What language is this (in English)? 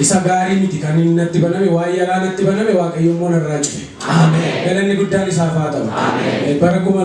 Oromo